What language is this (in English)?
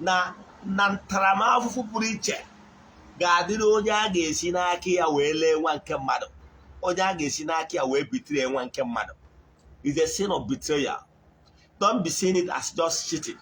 Igbo